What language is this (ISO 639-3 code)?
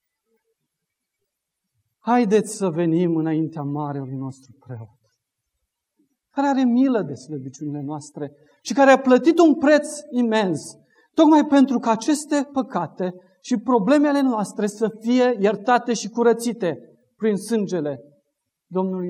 ron